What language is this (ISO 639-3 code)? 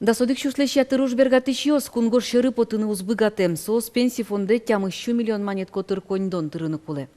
udm